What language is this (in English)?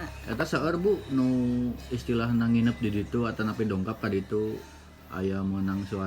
Sundanese